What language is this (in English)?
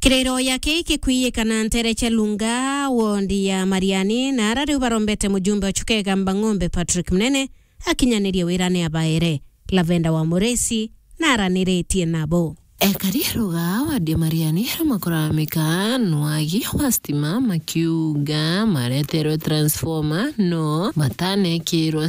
Meru